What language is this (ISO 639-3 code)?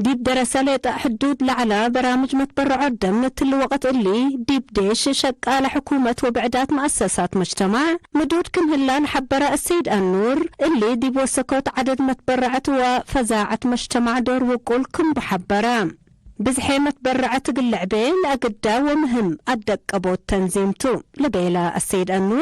tig